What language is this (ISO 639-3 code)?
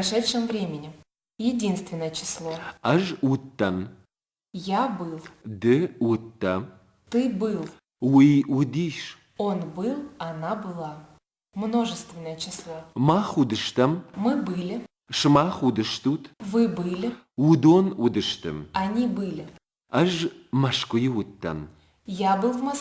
oss